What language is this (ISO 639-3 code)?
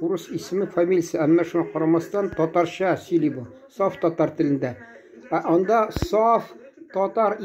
tat